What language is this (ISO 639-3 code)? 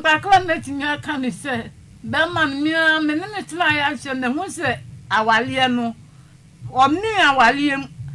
aka